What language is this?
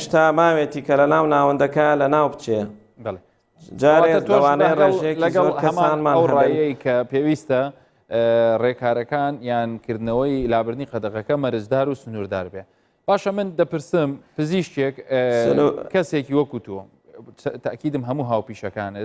Central Kurdish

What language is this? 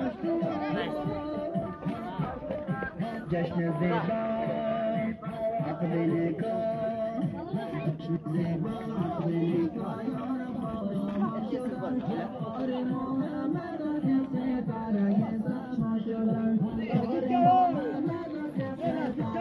Persian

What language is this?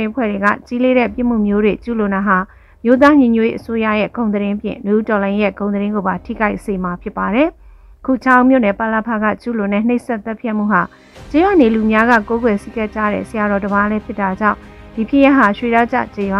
Burmese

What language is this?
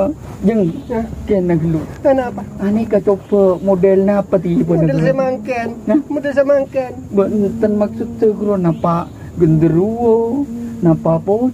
Madurese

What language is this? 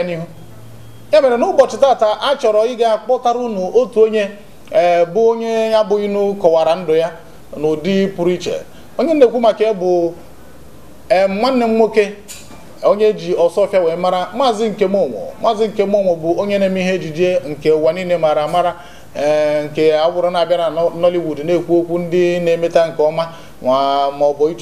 Igbo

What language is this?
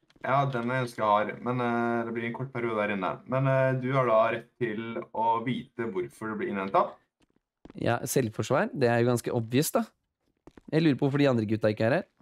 Norwegian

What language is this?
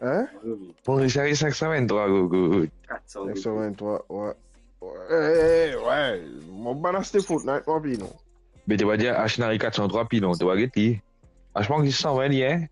Morisyen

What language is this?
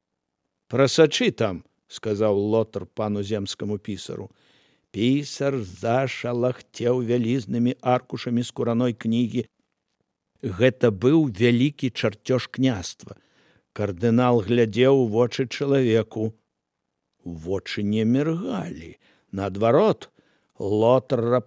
Belarusian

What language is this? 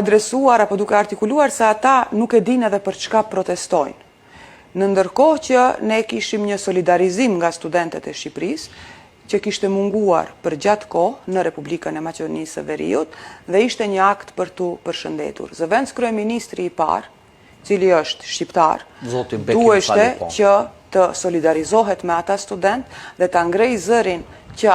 Albanian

